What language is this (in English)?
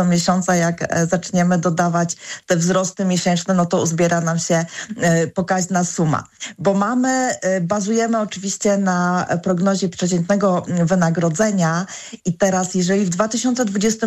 Polish